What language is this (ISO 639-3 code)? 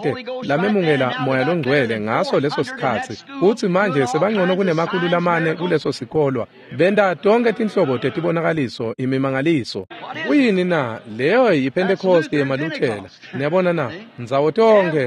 ssw